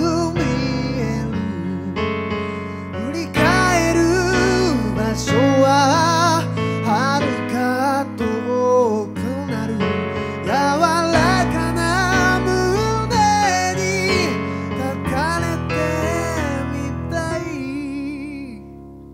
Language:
Japanese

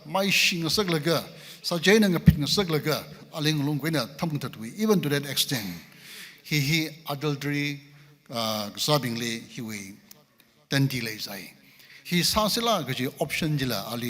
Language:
Tangkhul Naga (India)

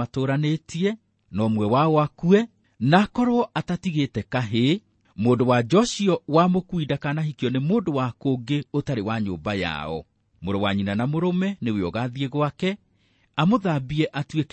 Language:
Kikuyu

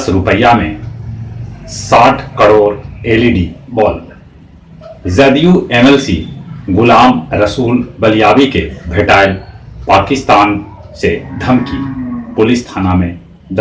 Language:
Magahi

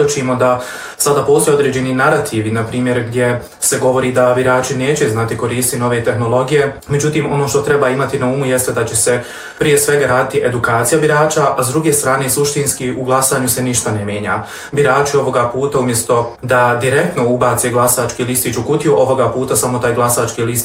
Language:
Bosnian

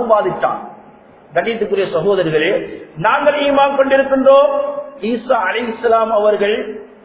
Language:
Tamil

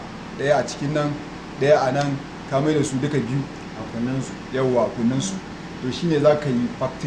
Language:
Hausa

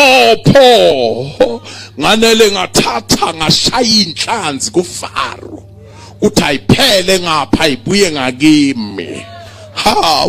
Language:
Zulu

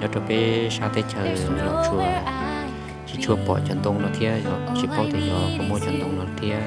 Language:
Hmong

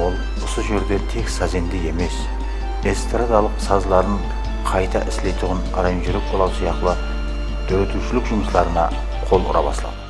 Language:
Kara-Kalpak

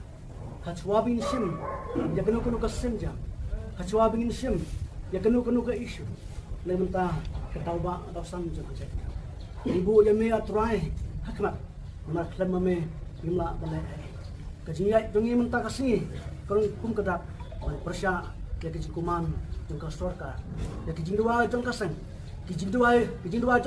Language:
Khasi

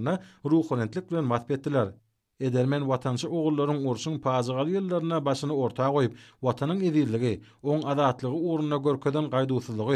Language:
Turkmen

